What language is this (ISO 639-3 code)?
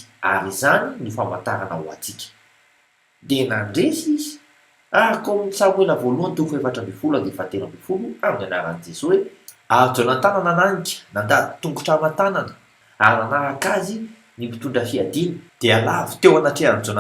mlg